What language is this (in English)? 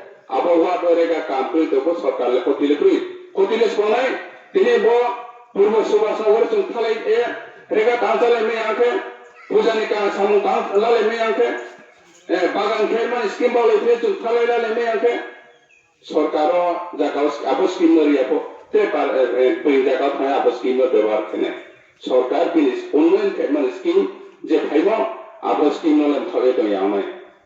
Riang (India)